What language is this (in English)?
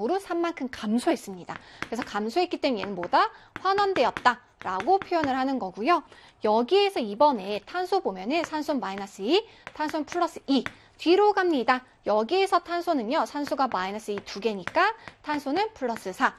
Korean